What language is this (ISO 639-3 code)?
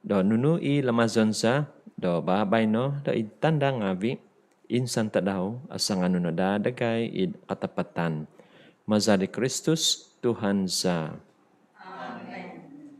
dtp